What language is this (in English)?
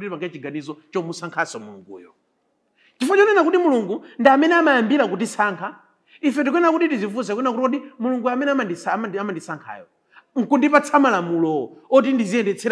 Nyanja